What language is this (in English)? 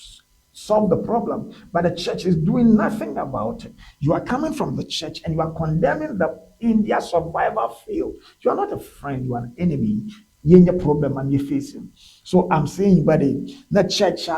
Ewe